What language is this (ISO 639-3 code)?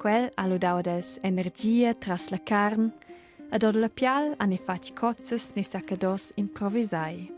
roh